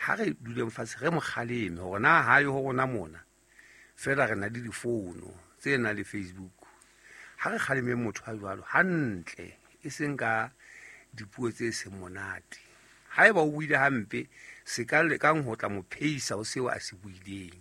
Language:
Southern Sotho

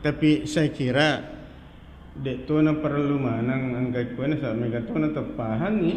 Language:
Buginese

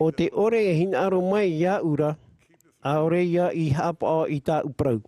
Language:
Tahitian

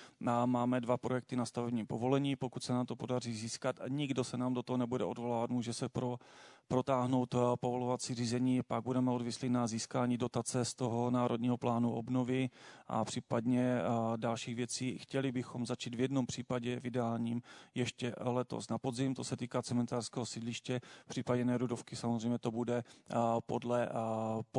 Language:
Czech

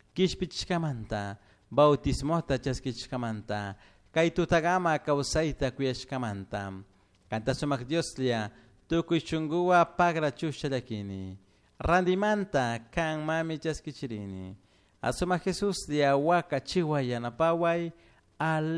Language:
Chimborazo Highland Quichua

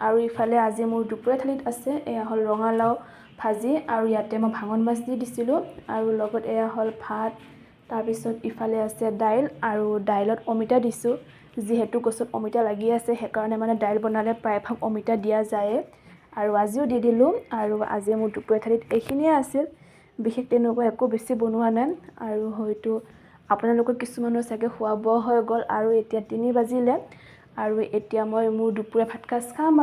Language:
Assamese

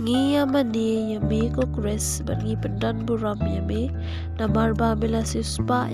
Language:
Khasi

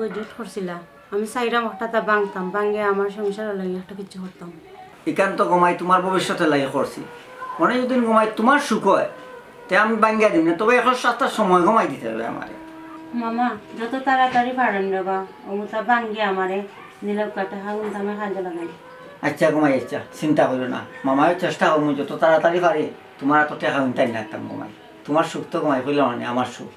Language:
Sylheti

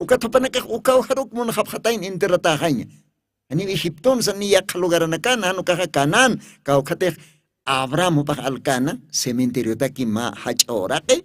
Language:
Aymara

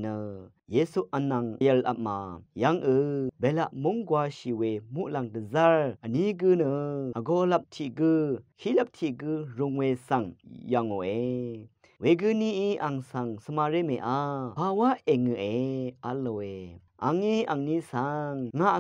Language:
Rawang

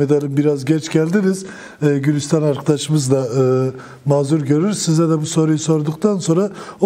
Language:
Turkish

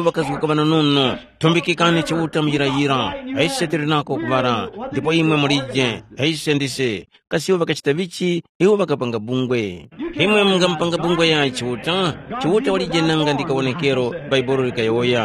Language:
Tumbuka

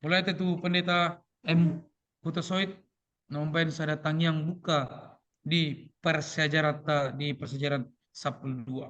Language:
Batak Toba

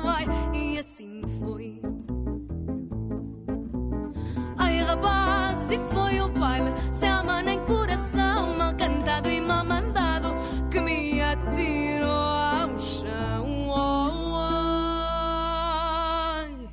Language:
Portuguese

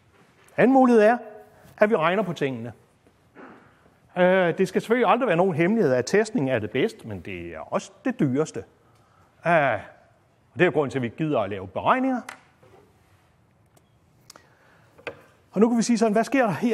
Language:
Danish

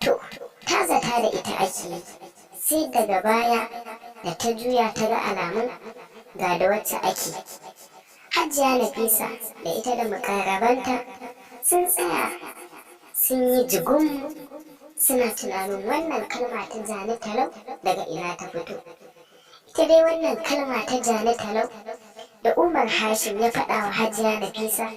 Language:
Hausa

